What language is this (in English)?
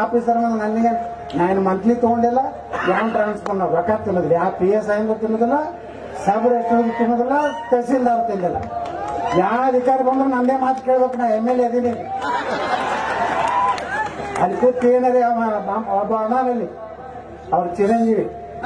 Kannada